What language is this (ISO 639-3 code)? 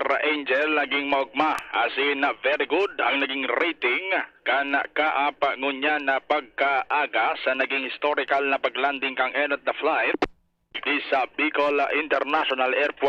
bik